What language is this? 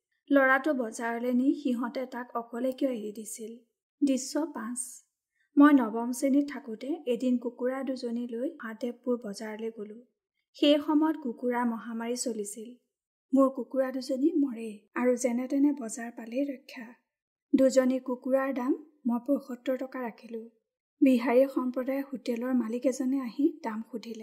Assamese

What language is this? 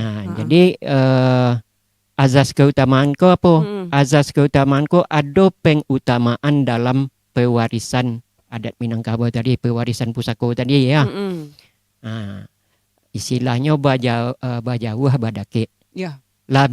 Minangkabau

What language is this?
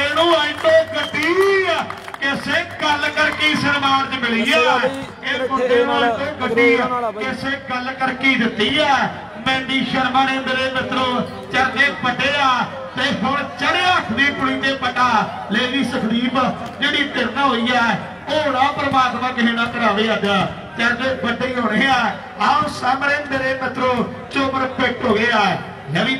Punjabi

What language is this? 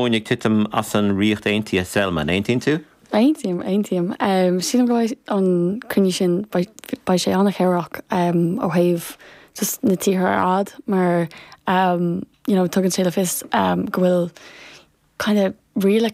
Irish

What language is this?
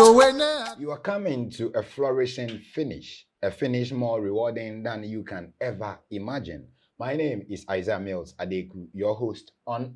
Ewe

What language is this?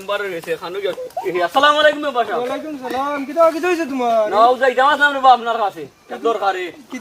Sylheti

